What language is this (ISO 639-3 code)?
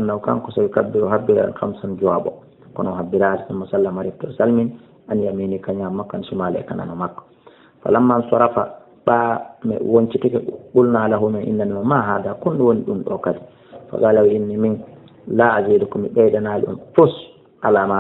ful